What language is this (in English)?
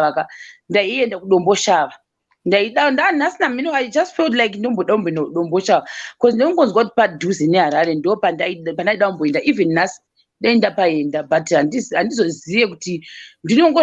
Shona